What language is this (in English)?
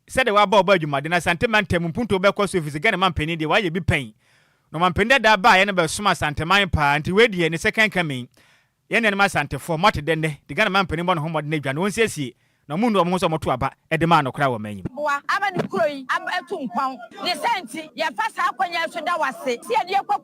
Akan